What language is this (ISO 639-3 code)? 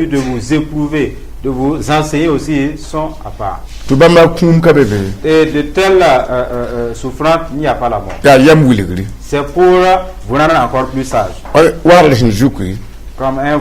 mos